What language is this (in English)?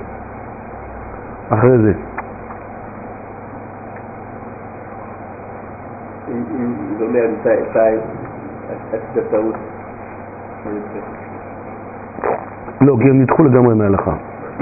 Hebrew